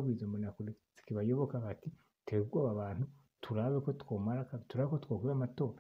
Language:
Rundi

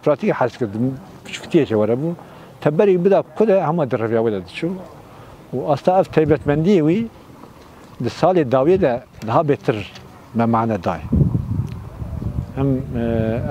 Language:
Kurdish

